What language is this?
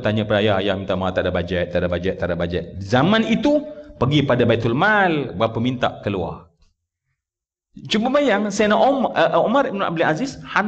Malay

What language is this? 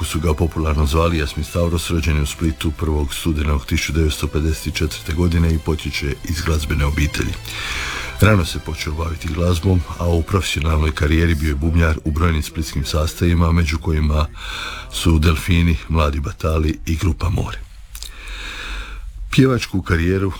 Croatian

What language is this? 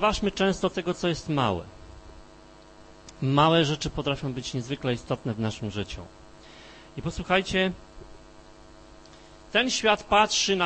Polish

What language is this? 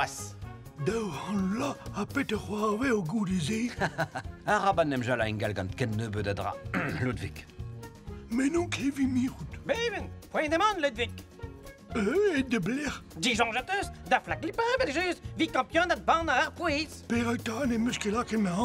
Breton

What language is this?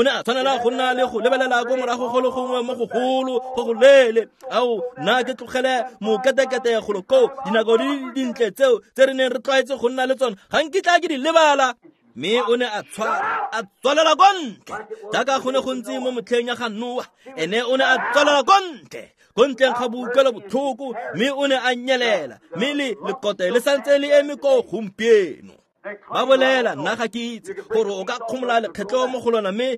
Tswana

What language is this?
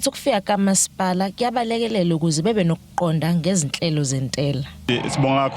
Zulu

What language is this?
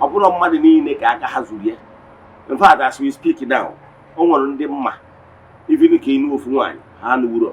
Igbo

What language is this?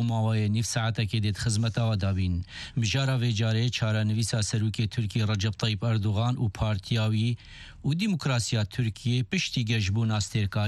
Kurdish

